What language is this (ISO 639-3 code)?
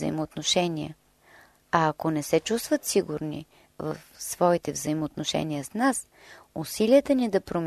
bul